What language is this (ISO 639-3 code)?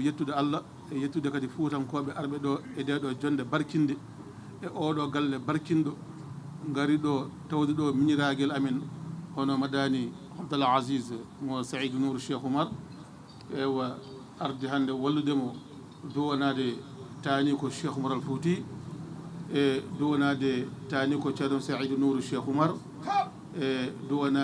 ful